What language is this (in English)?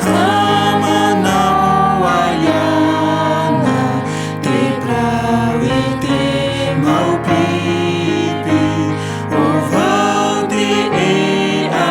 Tahitian